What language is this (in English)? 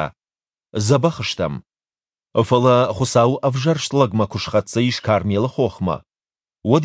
Ossetic